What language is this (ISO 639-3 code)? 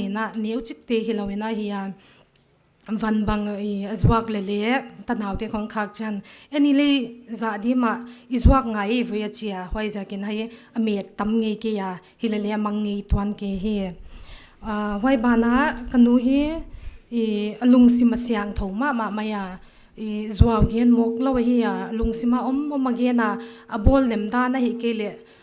pck